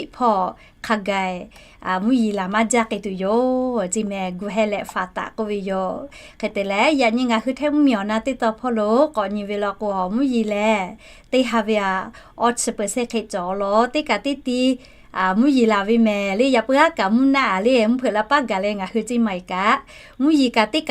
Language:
Lahu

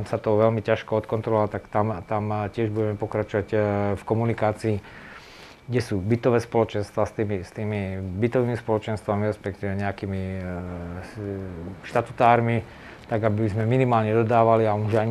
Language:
Slovak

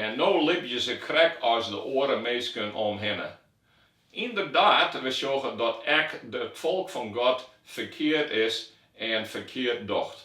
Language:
Western Frisian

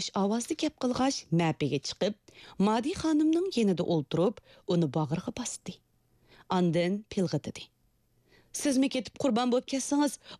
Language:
Uyghur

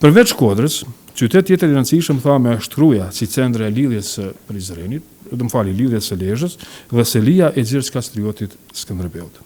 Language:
Albanian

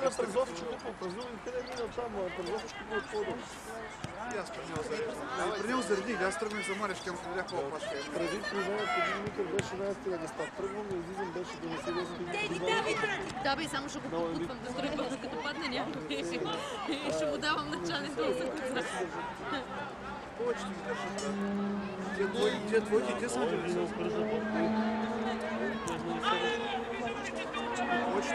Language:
Bulgarian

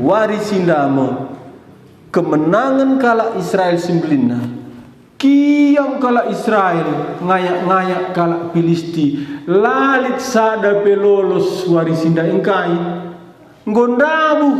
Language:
Batak Karo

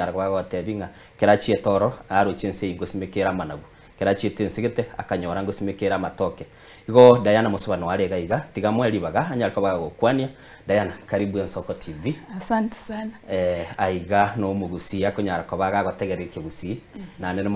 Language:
Gusii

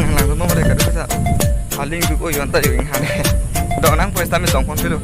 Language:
Karbi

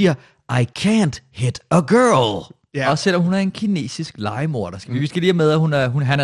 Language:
Danish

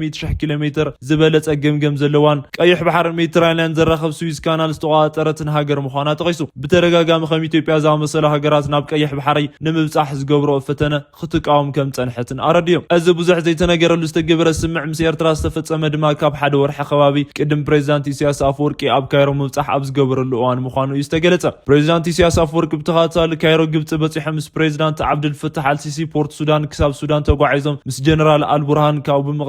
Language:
Tigrinya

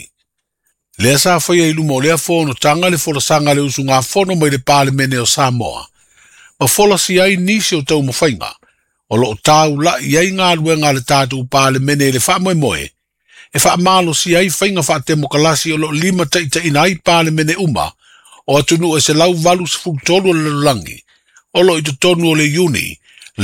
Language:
Samoan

